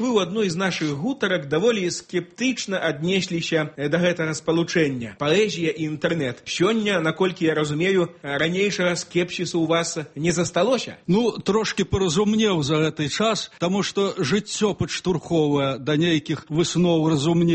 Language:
Belarusian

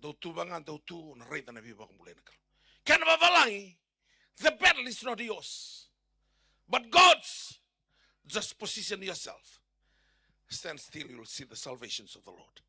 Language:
Fijian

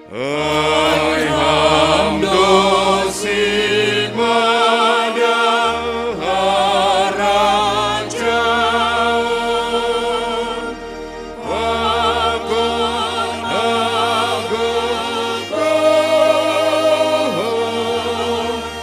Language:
Batak Simalungun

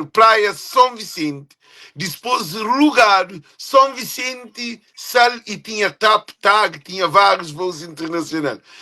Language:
Kabuverdianu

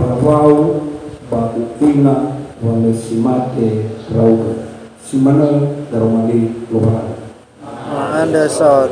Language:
Nias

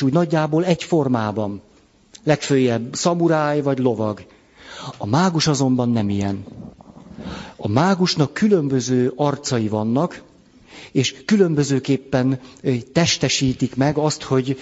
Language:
Hungarian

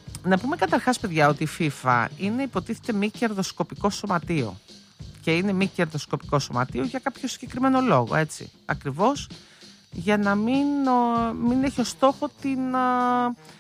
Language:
Greek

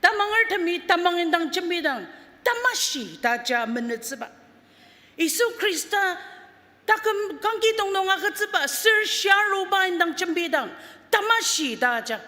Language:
Ao Naga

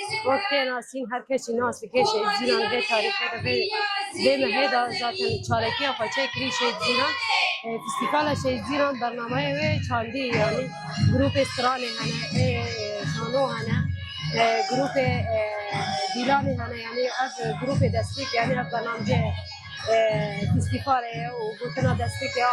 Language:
Kurdish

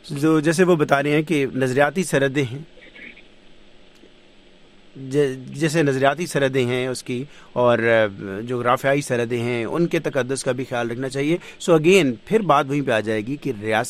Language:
Urdu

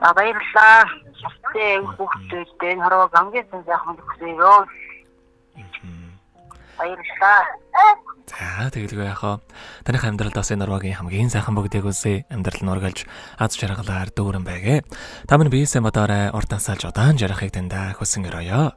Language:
Mongolian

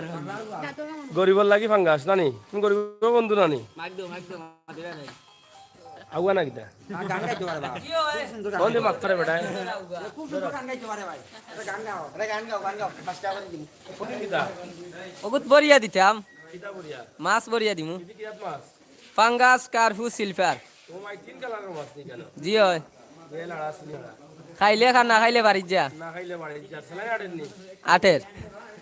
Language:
Sylheti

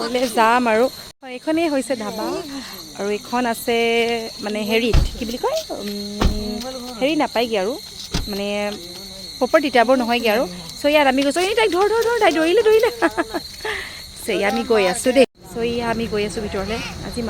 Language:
Assamese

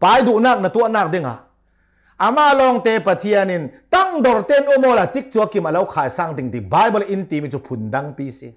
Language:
Hakha Chin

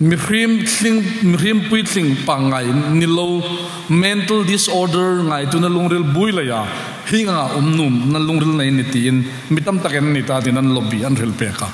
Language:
Hmar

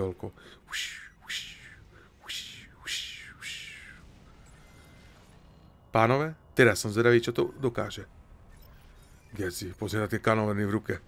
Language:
Slovak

